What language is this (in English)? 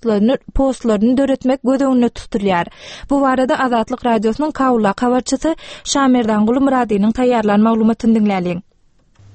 Turkmen